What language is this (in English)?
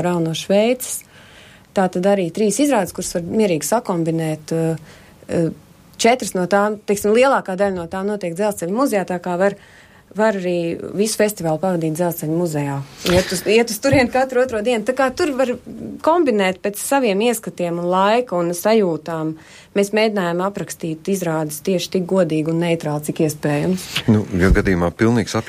Latvian